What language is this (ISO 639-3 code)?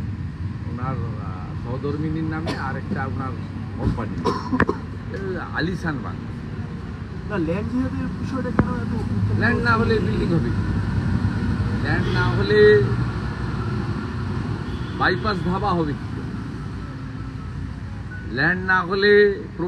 ben